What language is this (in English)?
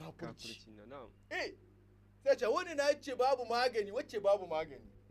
Hausa